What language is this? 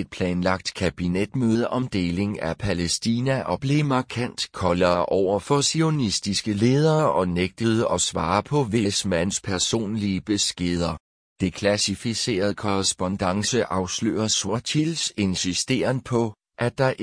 Danish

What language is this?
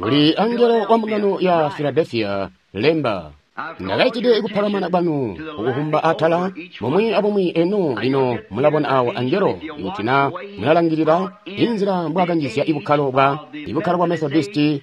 Tonga (Zambia)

